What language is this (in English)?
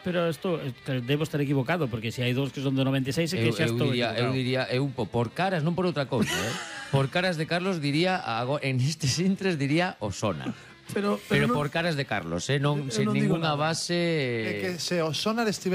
Galician